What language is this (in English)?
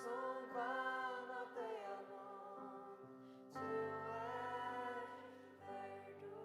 Faroese